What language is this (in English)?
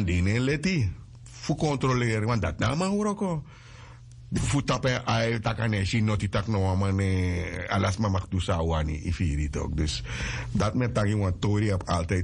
Sranan Tongo